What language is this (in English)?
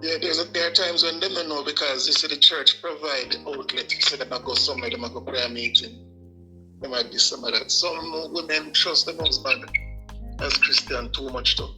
Jamaican Creole English